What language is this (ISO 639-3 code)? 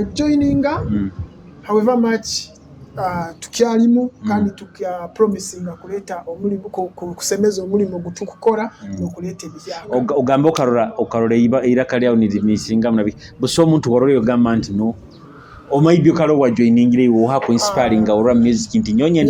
nyo